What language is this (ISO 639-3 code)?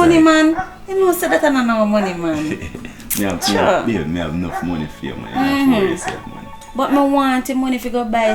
jam